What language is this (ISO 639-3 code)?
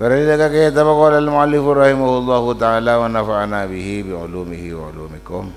mad